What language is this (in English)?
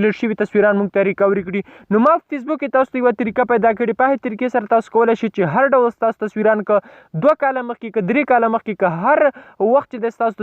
Pashto